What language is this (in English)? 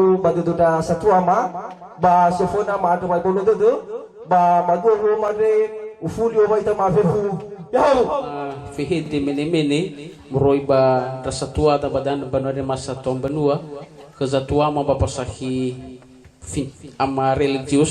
Nias